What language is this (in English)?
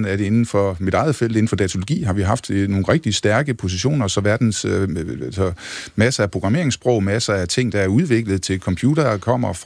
Danish